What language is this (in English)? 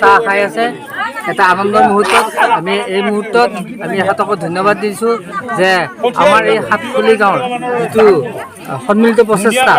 Assamese